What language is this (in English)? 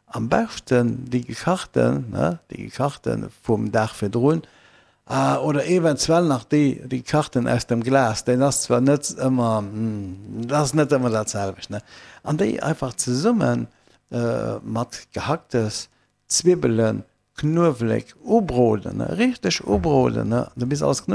Luxembourgish